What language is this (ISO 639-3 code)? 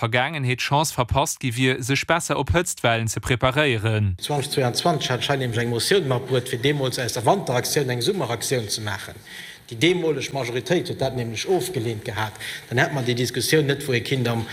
ltz